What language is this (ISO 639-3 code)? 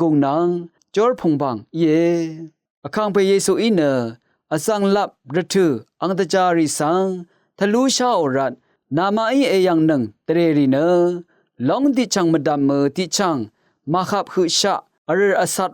raw